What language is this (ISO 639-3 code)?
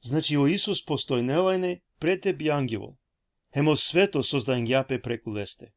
rmn